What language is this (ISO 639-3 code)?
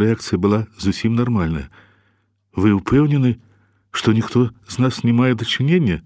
bel